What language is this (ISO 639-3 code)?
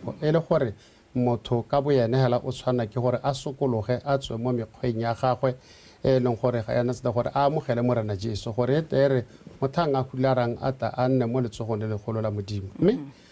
tsn